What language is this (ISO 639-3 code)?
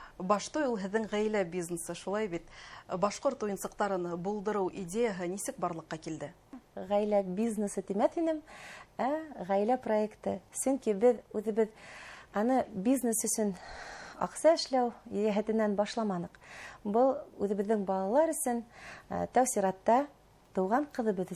bak